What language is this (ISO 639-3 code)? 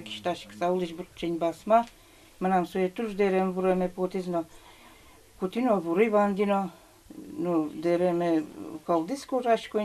udm